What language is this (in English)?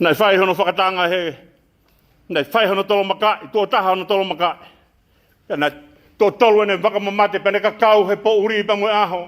Tongan